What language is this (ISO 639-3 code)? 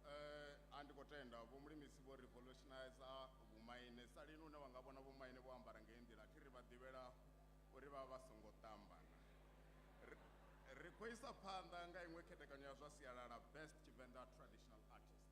ven